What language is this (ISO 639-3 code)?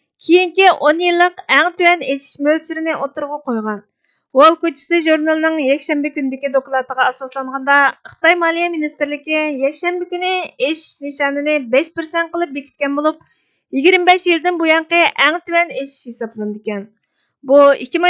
uig